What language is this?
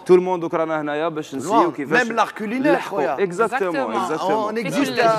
Algerian Arabic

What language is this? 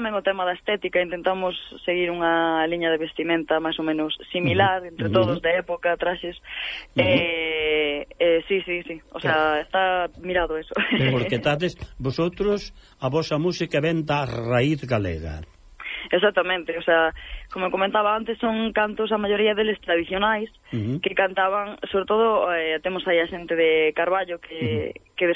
Galician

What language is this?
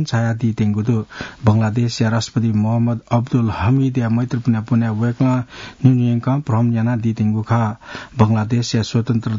Newari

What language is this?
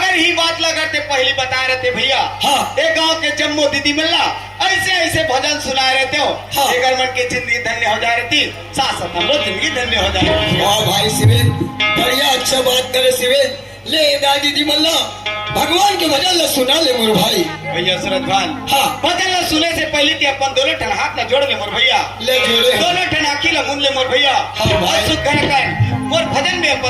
Chhattisgarhi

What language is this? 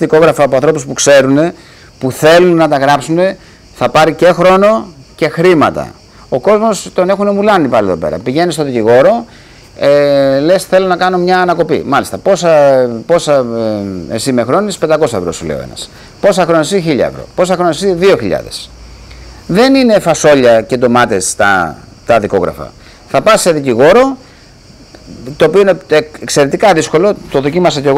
Greek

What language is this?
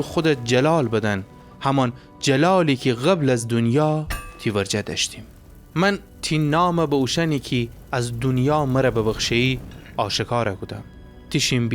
Gilaki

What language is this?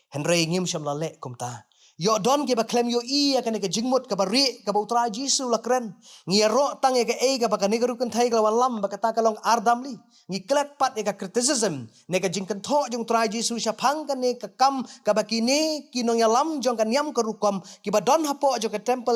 Khasi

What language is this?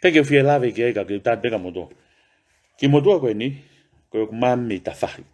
Tongan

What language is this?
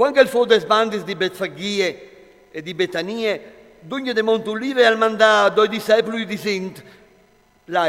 Friulian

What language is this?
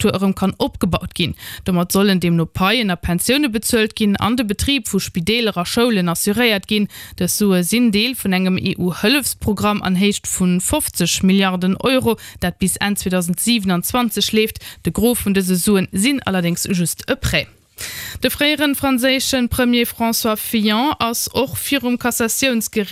Luxembourgish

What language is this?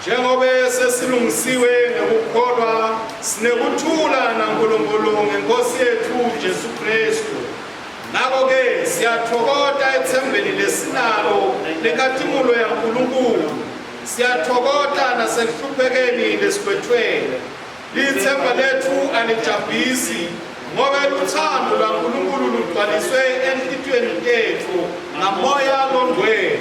Swati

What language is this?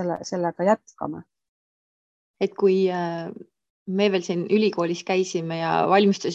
Estonian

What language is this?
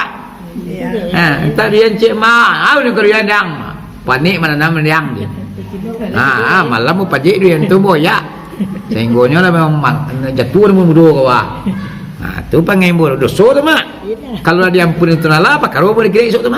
Minangkabau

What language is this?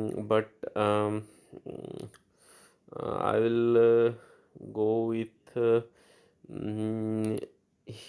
Hindi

